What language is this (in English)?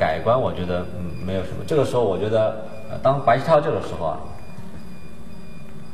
Chinese